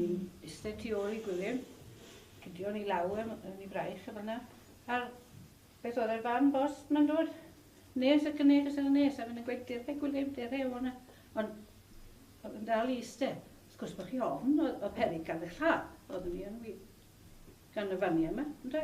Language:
Welsh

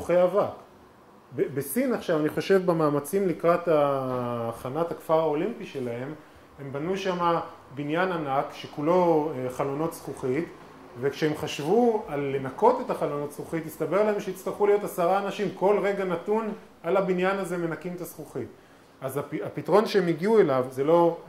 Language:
Hebrew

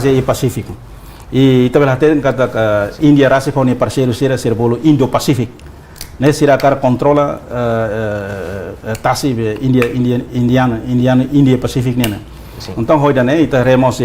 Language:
Tetum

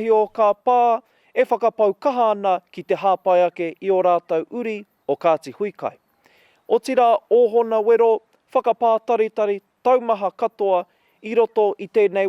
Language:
Māori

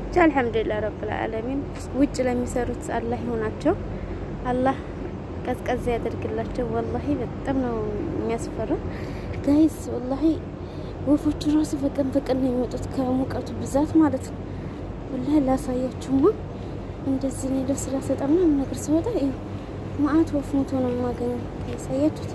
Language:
Amharic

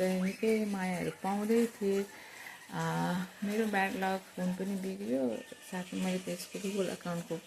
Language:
Nepali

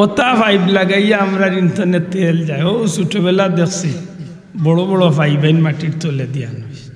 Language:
Sylheti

